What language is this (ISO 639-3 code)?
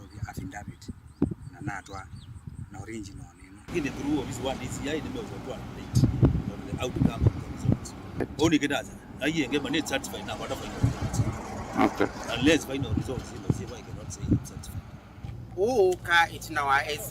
kam